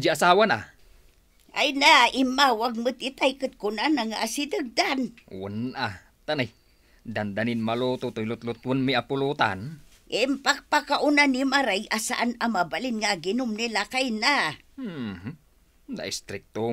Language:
Iloko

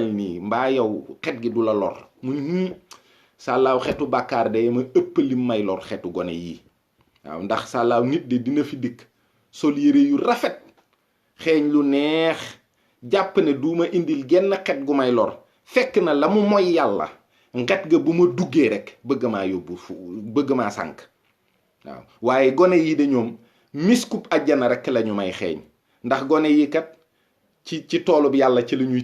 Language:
Wolof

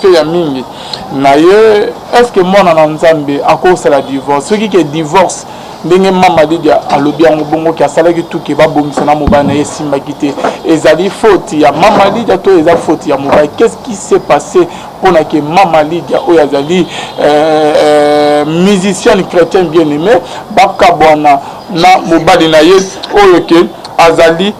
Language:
Lingala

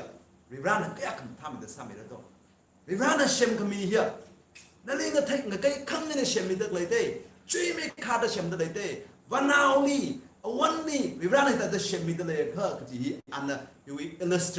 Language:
Tangkhul Naga (India)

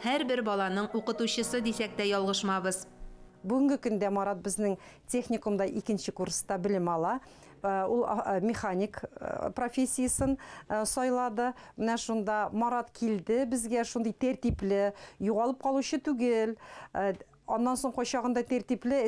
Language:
Tatar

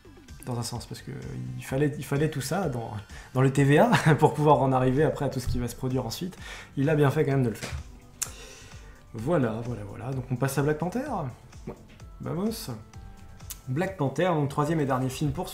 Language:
French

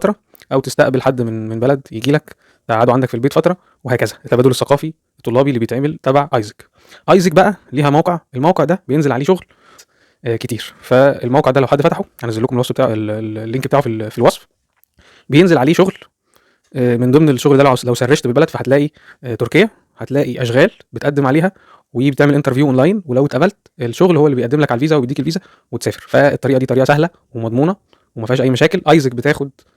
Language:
Egyptian Arabic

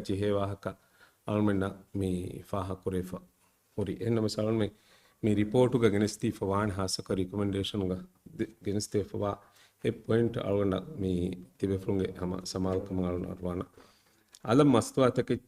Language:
Divehi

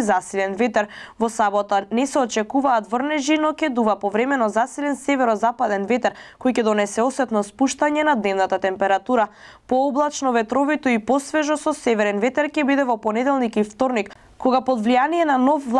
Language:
Macedonian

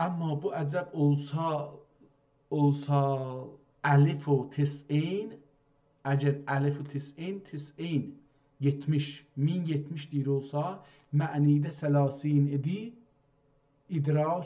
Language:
South Azerbaijani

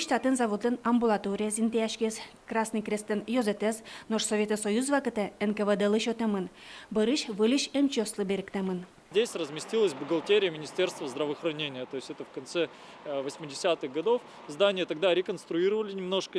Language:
Udmurt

